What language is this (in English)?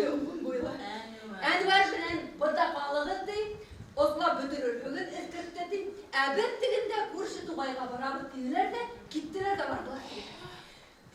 Bashkir